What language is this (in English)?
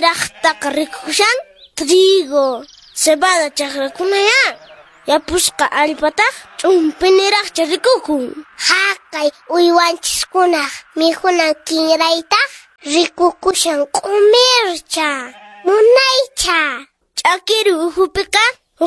Quechua